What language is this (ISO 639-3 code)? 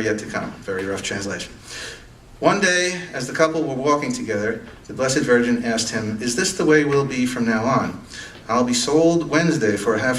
gle